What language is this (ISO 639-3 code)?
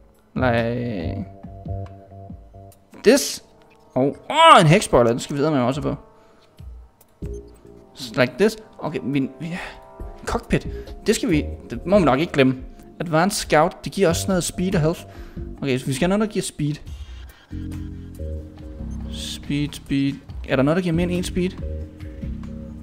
dan